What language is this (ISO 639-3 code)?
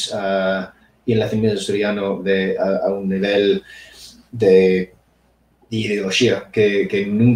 ast